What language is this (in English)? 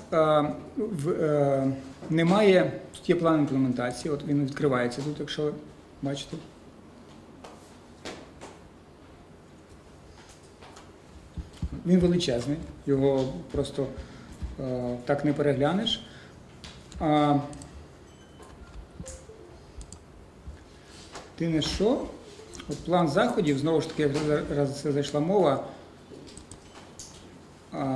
Ukrainian